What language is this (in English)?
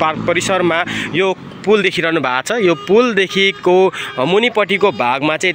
Nepali